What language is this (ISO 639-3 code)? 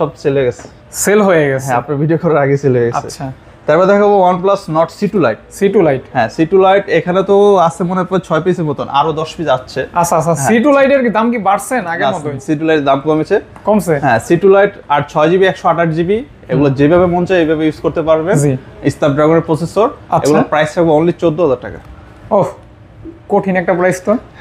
ben